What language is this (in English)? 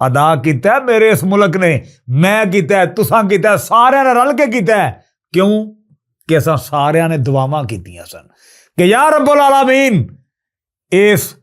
Western Panjabi